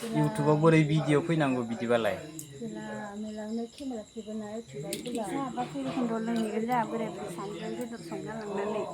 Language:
Bodo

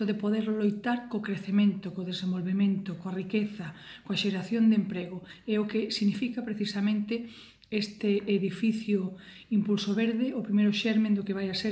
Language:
Galician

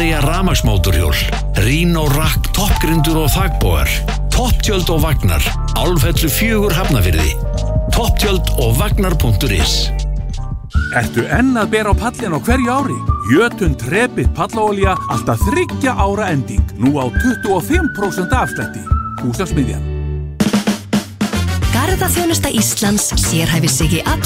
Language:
Icelandic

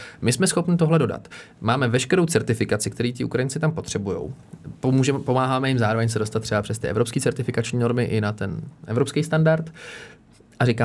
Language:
Czech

